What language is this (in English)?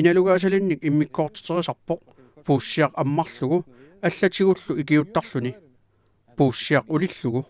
Kalaallisut